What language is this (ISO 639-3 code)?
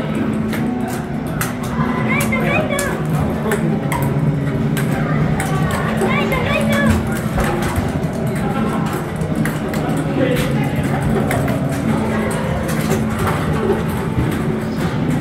eng